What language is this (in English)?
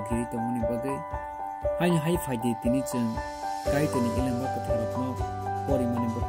Kok Borok